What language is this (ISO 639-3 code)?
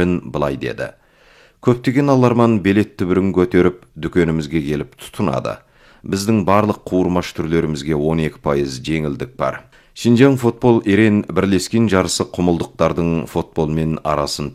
kaz